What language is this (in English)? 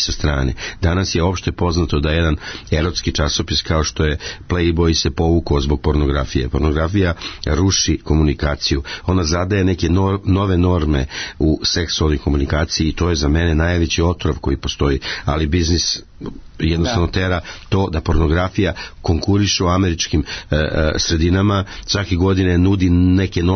Serbian